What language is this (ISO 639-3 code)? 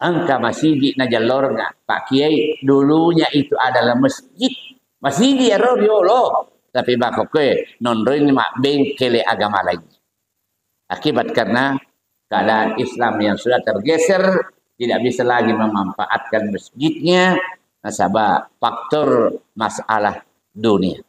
bug